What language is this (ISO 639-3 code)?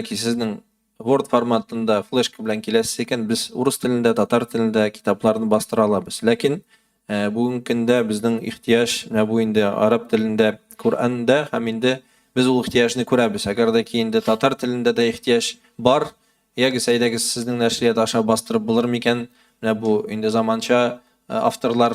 tat